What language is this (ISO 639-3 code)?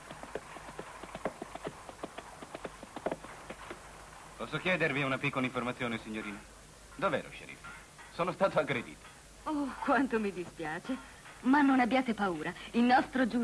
ita